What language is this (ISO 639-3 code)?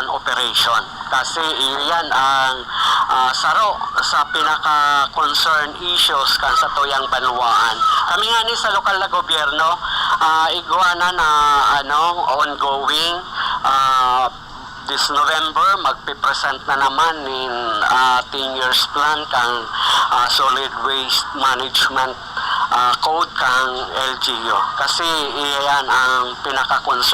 bik